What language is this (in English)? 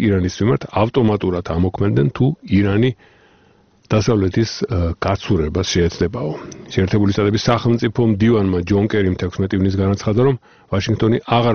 Georgian